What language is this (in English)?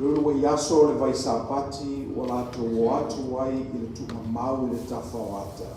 Samoan